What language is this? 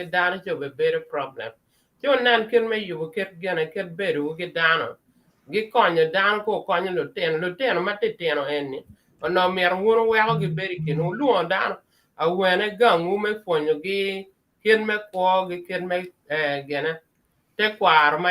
Acoli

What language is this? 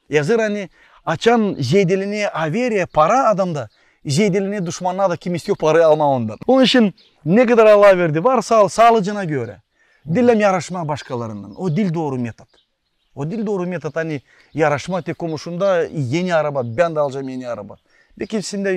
Gagauz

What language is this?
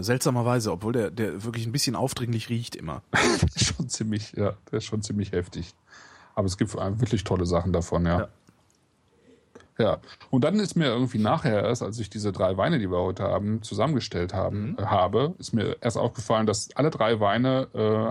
German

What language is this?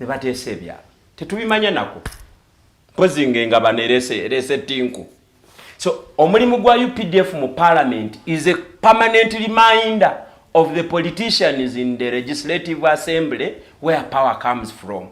Ganda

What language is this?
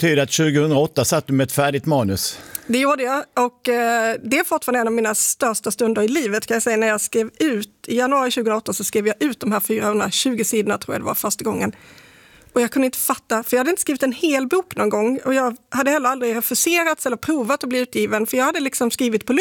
Swedish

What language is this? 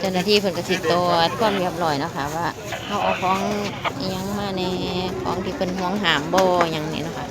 Northeastern Thai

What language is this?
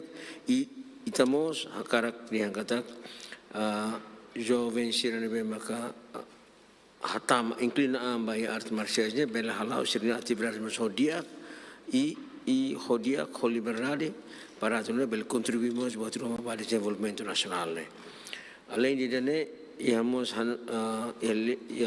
Tetum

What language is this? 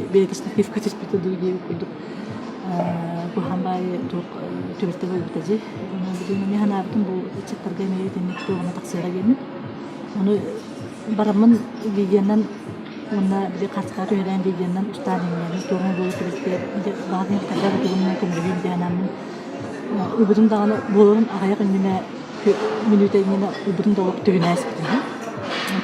Yakut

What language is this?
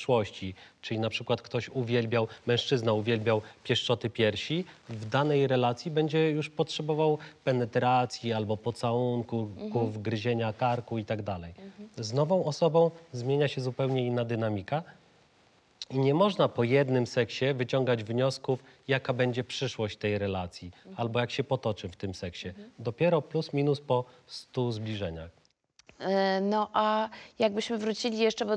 Polish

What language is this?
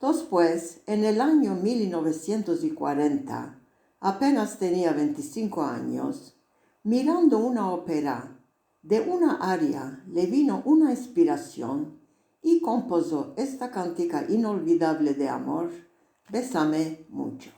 Ladino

